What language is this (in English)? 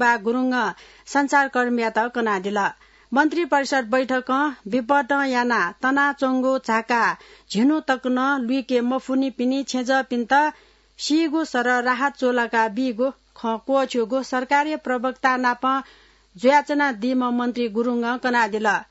Newari